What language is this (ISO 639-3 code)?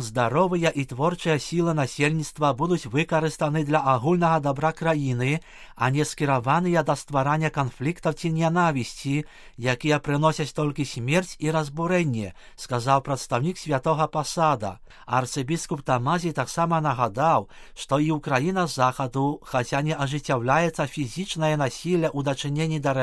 bel